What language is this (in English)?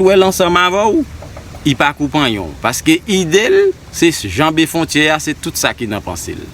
Haitian Creole